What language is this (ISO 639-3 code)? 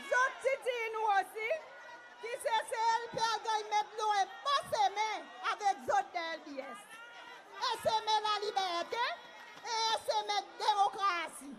crs